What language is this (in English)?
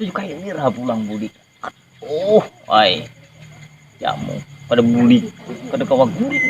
Banjar